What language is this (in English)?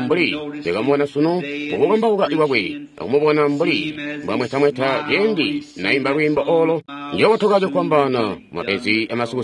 Tonga (Zambia)